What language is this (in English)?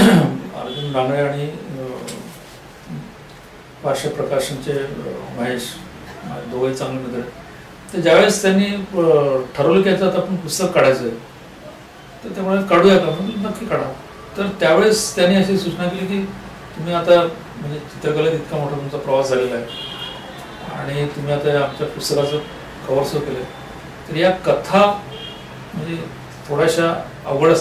Marathi